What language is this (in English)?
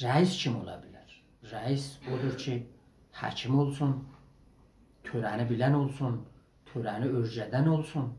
South Azerbaijani